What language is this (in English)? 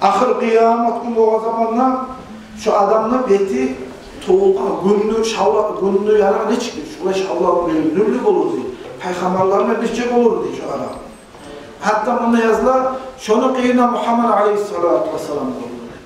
Kumyk